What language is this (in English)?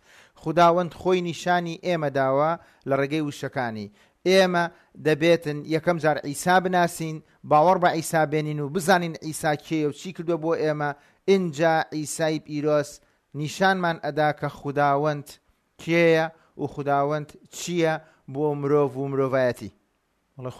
Central Kurdish